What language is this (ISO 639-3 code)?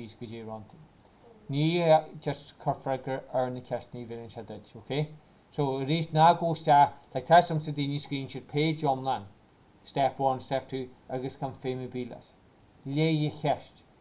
gle